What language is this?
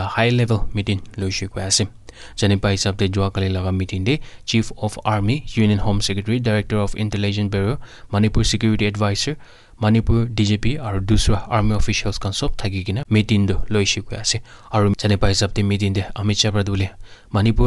Naga Pidgin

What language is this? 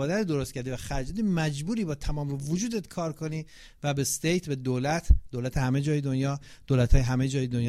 Persian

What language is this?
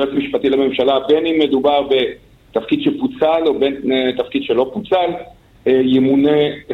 Hebrew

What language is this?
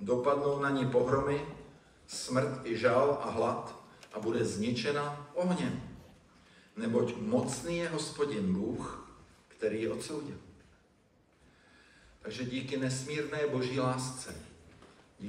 Czech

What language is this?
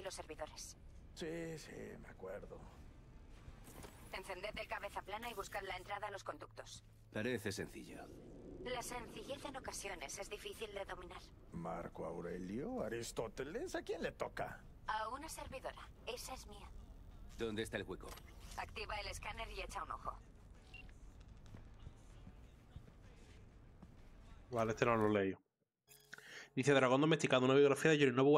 Spanish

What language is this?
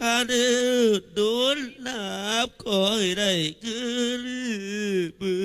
Northeastern Thai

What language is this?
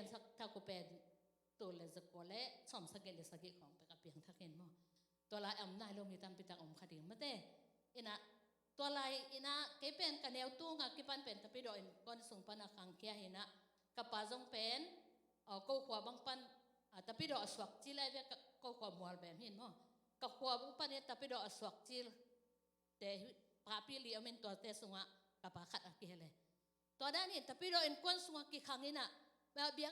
Tedim Chin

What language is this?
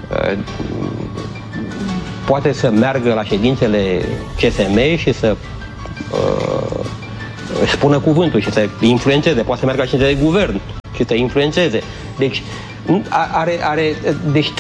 Romanian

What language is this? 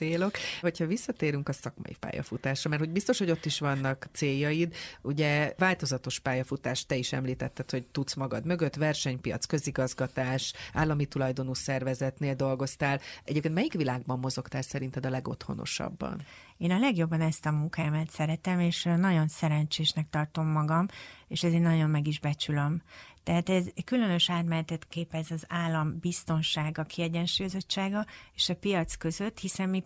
Hungarian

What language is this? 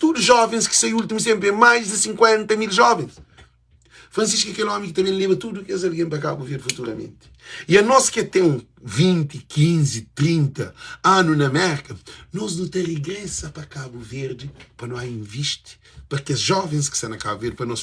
Kabuverdianu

